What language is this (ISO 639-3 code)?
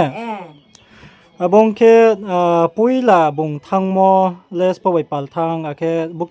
ria